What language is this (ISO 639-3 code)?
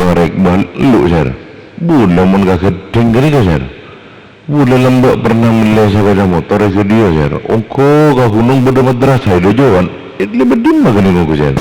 mad